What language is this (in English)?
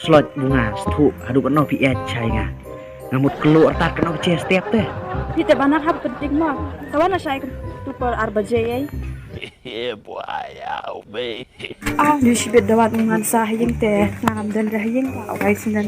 Khasi